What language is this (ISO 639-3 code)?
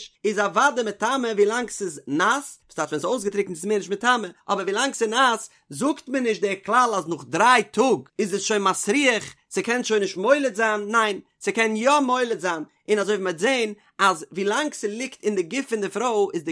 yid